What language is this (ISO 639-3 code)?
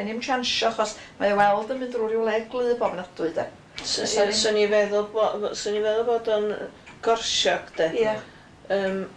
cym